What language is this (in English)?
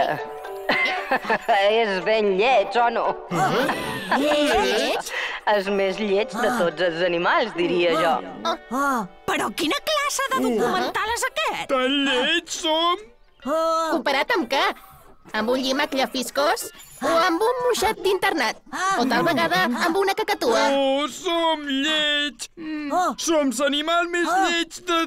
Catalan